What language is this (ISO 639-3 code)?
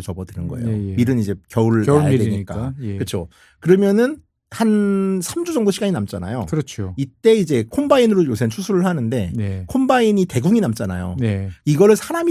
kor